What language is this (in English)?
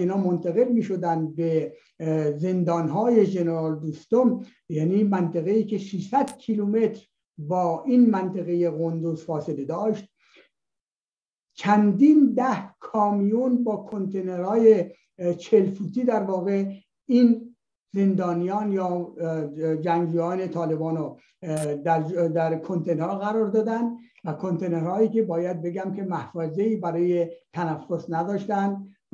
Persian